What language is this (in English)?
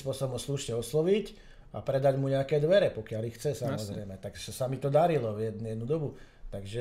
Slovak